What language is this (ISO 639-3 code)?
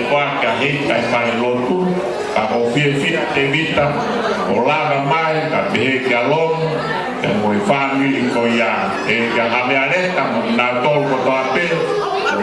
ton